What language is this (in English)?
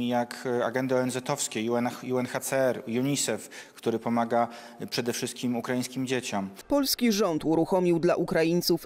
Polish